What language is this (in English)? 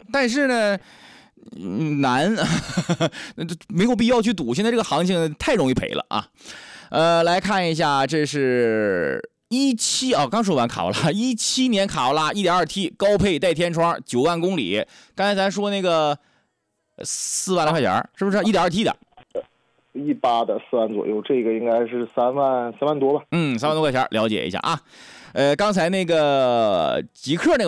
Chinese